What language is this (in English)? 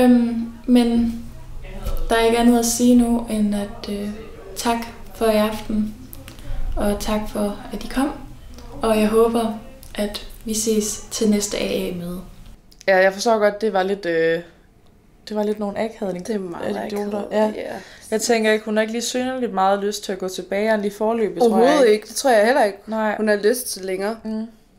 Danish